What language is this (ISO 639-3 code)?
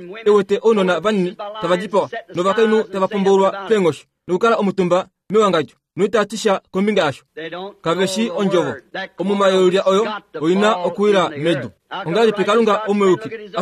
kua